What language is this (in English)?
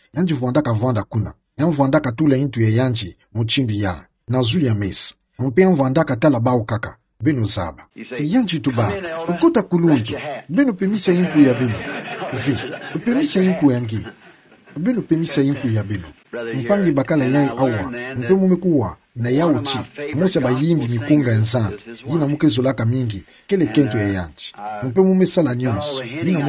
Kituba (Democratic Republic of Congo)